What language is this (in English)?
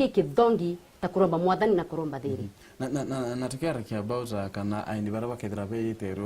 Meru